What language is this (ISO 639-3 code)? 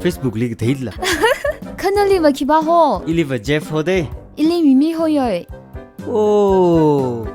nmf